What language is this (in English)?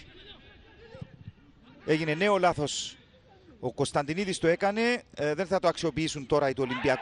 Greek